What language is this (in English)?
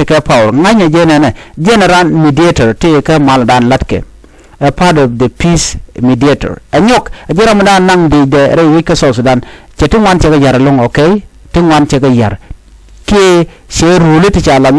Nuer